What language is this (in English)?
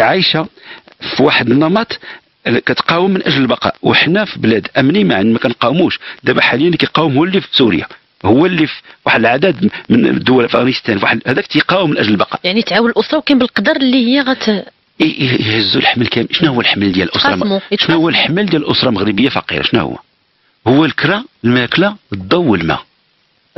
Moroccan Arabic